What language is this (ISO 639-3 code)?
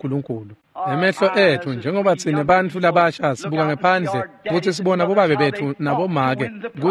ssw